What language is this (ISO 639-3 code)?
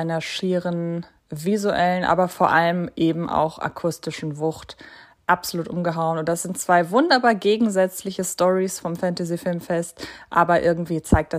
deu